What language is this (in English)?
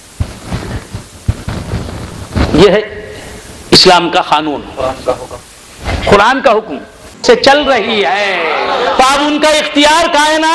Urdu